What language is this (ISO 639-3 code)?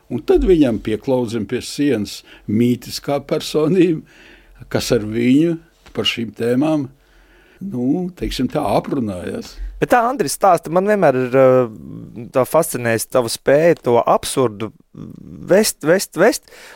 lav